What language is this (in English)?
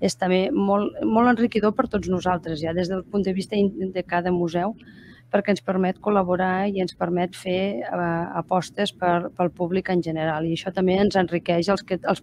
Catalan